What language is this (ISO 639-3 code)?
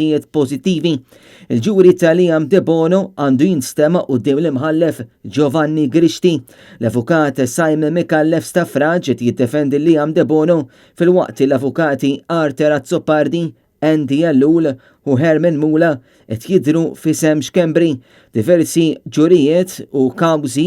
mlt